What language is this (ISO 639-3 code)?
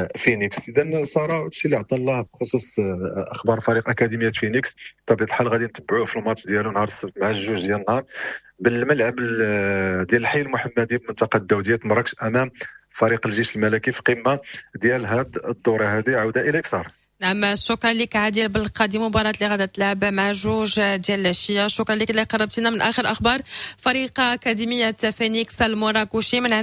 ary